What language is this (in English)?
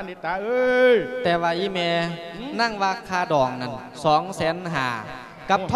Lao